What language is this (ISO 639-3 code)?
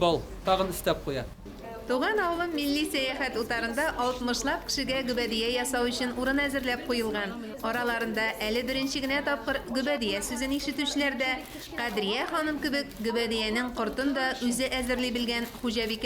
tat